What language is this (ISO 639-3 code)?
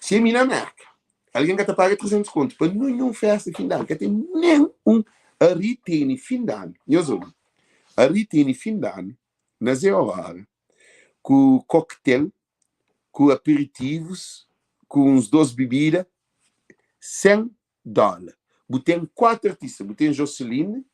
kea